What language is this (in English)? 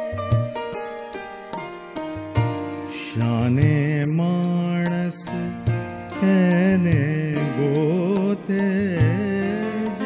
Gujarati